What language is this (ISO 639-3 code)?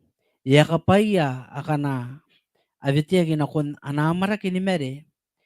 gil